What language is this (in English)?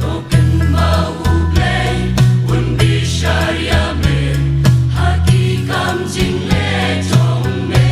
Khasi